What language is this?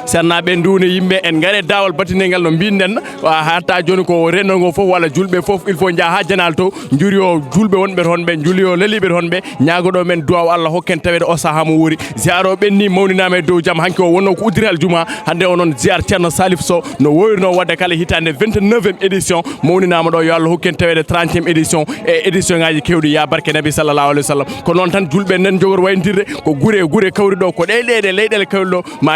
Fula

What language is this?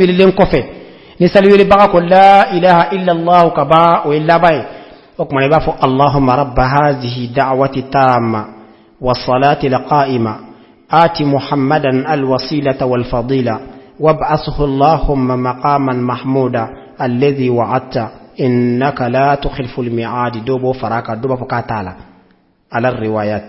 Bambara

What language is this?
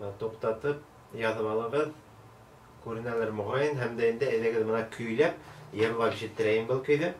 Bashkir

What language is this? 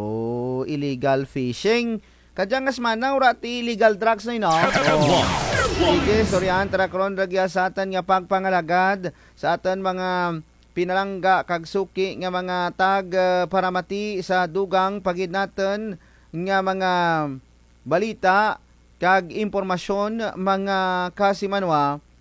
Kinaray-a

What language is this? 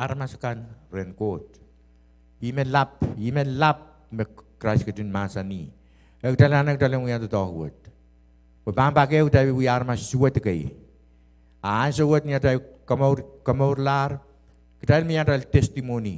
Pohnpeian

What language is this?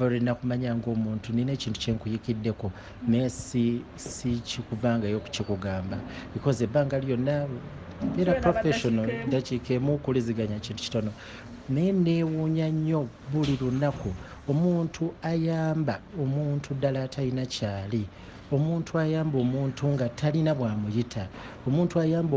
Ganda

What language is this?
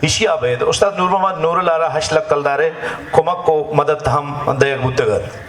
Baluchi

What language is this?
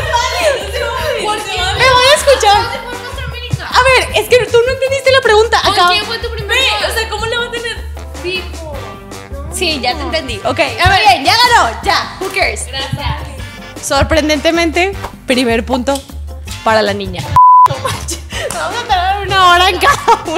Spanish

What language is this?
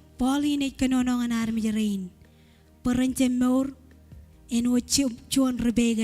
Marshallese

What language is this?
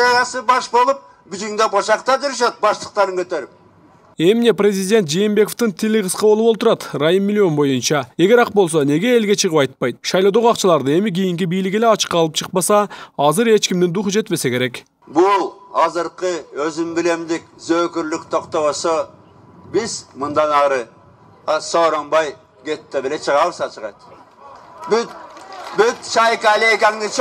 Kyrgyz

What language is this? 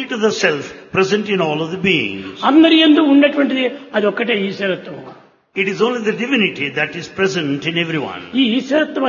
Telugu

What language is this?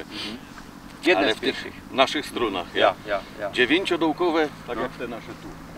Silesian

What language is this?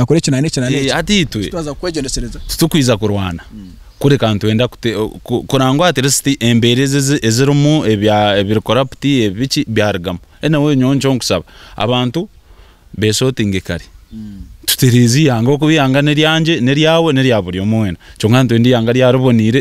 Nyankole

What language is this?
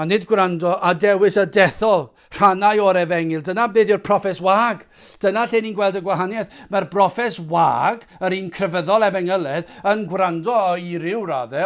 Welsh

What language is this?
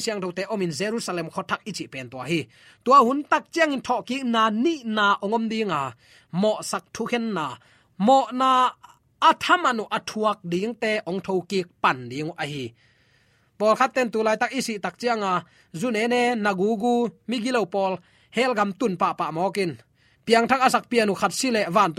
Tedim Chin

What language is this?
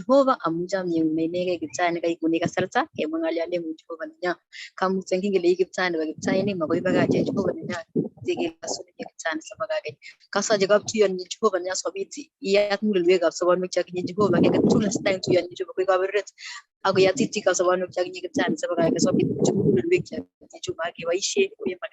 Kalenjin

